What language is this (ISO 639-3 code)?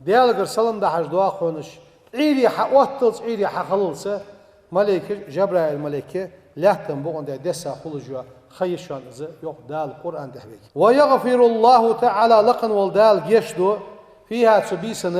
inh